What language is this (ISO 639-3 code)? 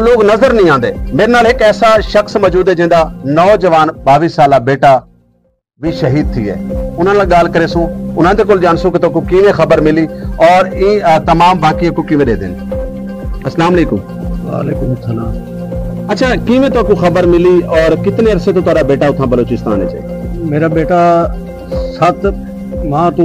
skr